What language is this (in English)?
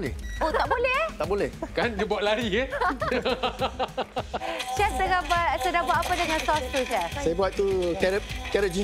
Malay